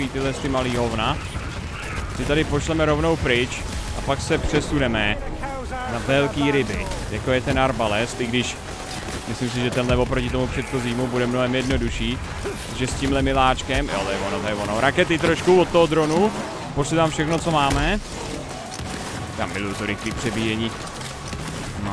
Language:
Czech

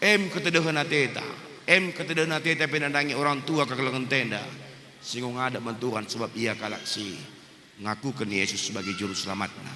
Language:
Batak Karo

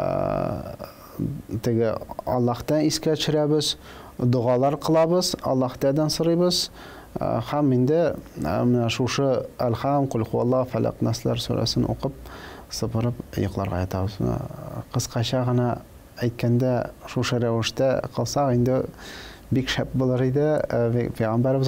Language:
Tatar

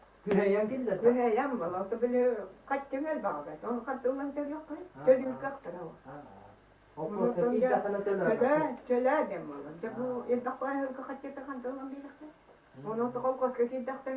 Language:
Yakut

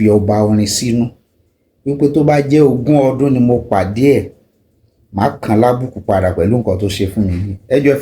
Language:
Yoruba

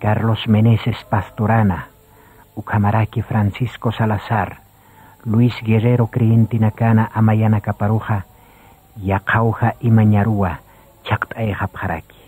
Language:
Aymara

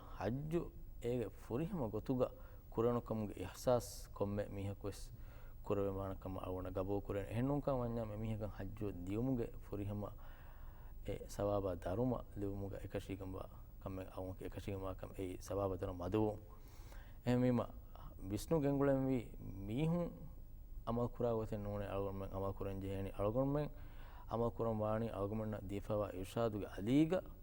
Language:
Divehi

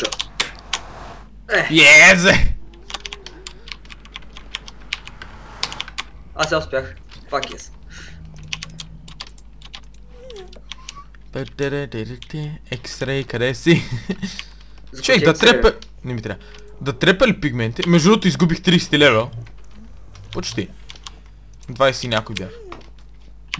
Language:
Bulgarian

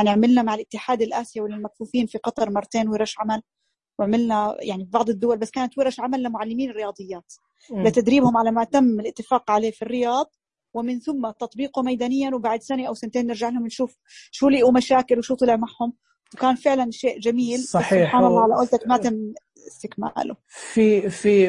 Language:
Najdi Arabic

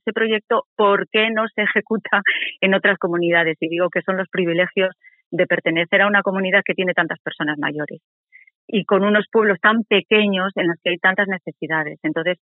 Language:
Spanish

